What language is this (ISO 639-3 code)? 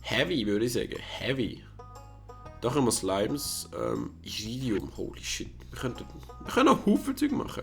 gsw